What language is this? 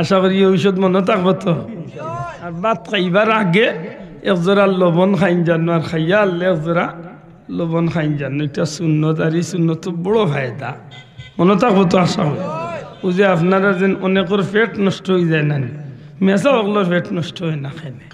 Sylheti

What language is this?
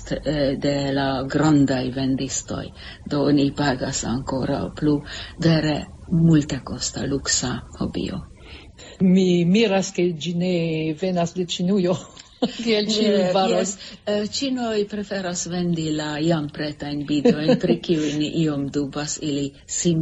Esperanto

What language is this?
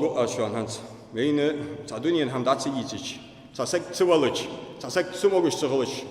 Ingush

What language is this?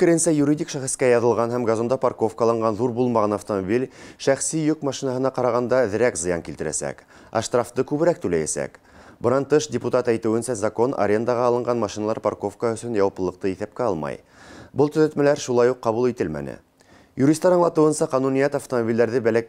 Bashkir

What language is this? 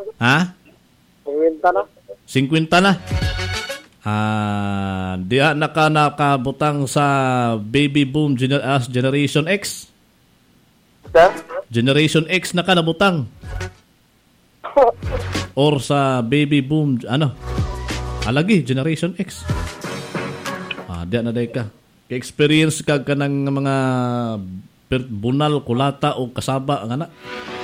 Cebuano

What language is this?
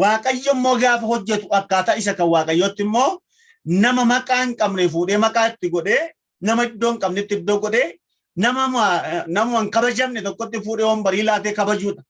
Oromo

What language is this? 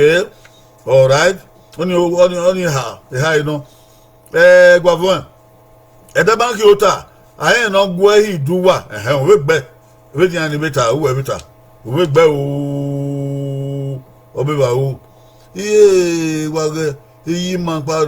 Bini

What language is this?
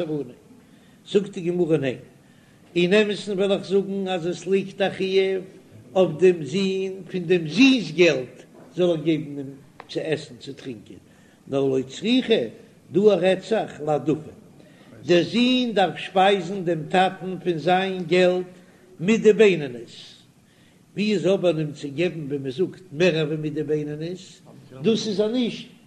Yiddish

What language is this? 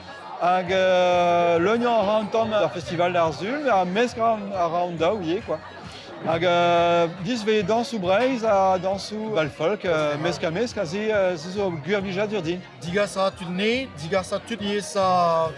Breton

